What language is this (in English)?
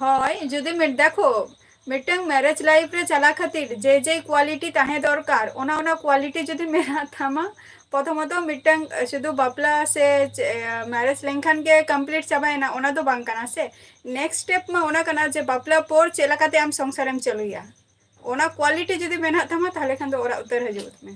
Santali